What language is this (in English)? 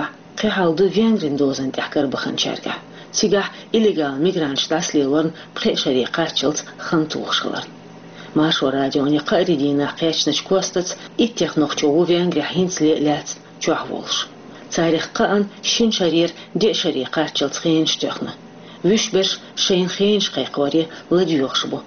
Chechen